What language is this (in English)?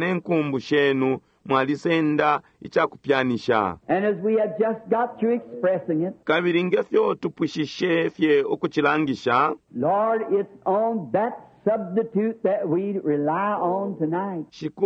Bemba